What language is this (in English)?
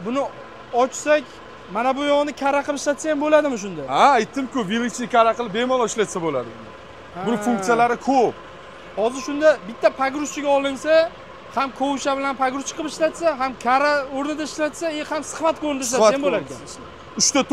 Uzbek